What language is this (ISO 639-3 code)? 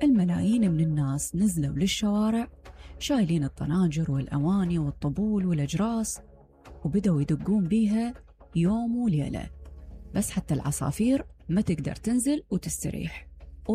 acm